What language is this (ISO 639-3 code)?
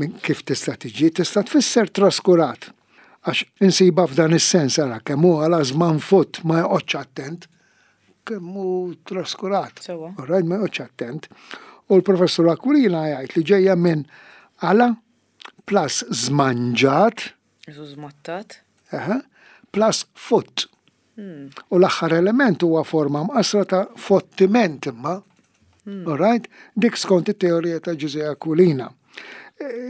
mlt